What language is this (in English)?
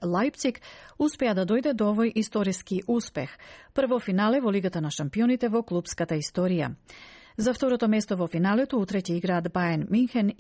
Macedonian